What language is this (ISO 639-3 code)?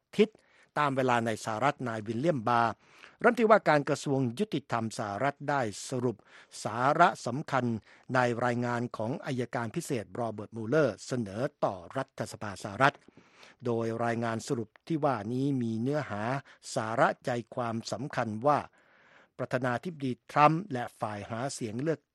tha